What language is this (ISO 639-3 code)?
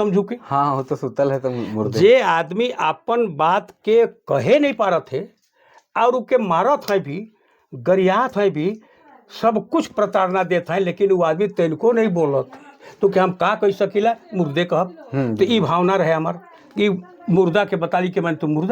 sck